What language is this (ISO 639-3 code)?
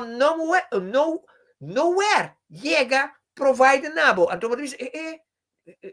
pap